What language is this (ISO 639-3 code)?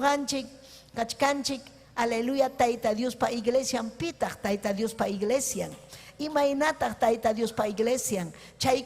quy